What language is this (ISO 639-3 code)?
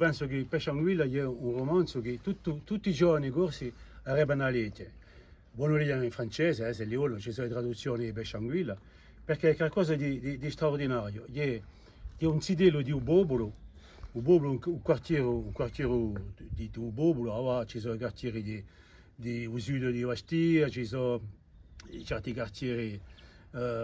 cos